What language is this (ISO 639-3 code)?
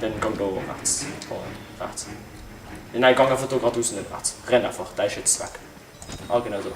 gsw